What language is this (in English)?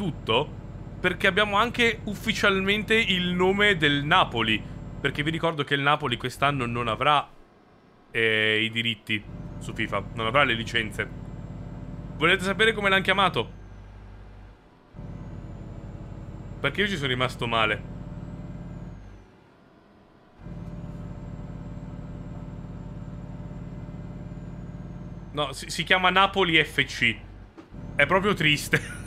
Italian